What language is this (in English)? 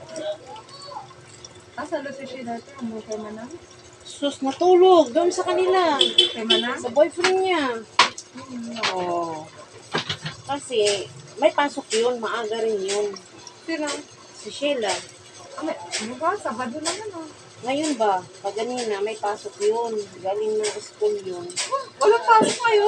Filipino